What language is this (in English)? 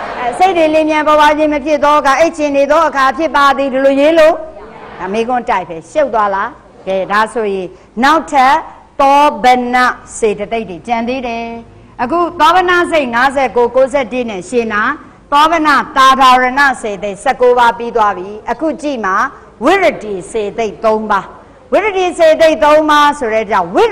Burmese